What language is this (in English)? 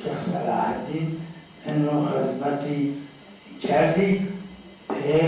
Zaza